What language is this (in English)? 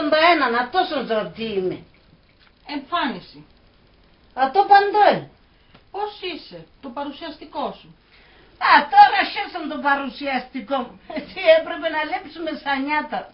Pontic